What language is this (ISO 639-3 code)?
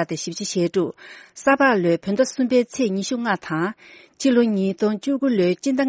bod